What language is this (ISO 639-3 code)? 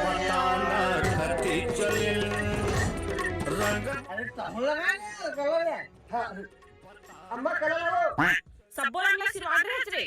hne